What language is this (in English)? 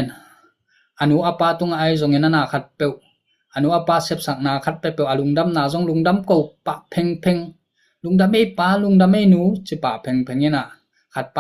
Tedim Chin